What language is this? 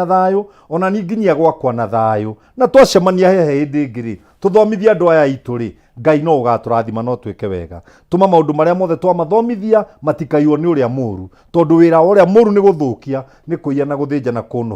Kikuyu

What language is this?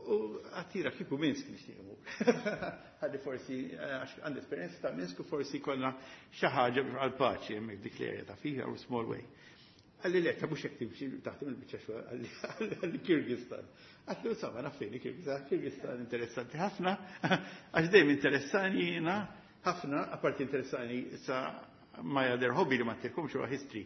Maltese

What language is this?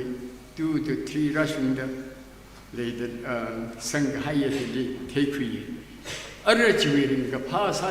Tangkhul Naga (India)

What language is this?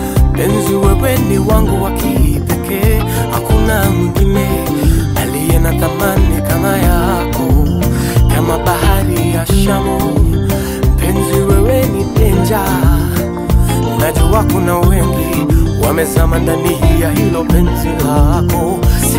Swahili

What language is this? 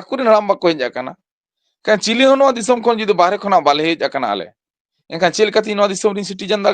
Santali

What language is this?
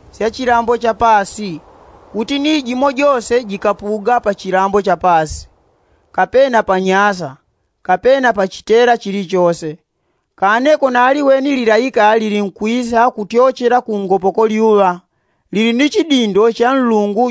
Yao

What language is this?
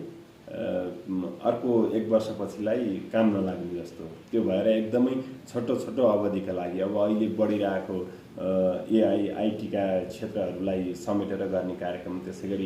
Nepali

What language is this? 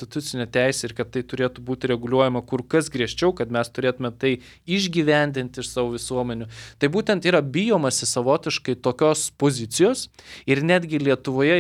Lithuanian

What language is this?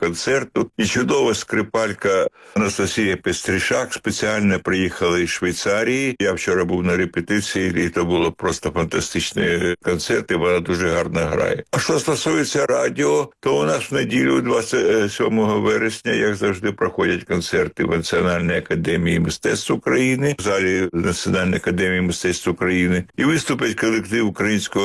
Ukrainian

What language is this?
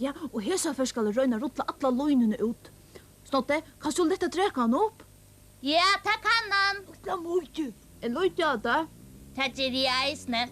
Faroese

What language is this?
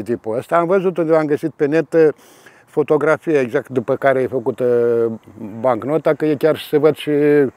Romanian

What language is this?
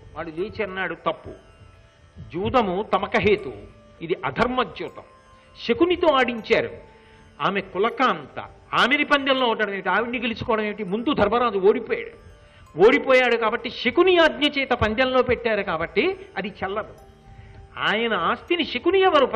Telugu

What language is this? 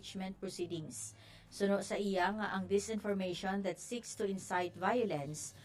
Hiligaynon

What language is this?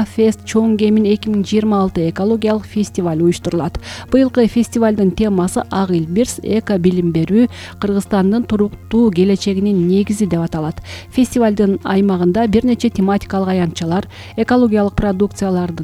Kyrgyz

